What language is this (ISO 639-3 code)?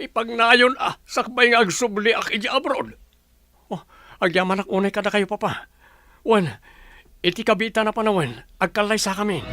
ilo